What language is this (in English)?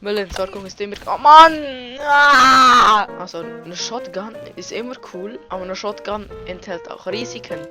Swiss German